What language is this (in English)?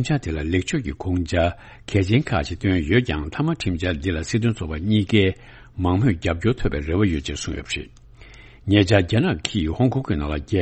Tibetan